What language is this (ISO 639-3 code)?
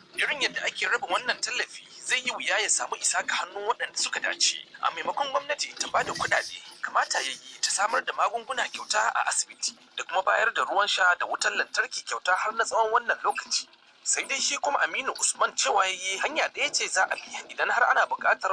hau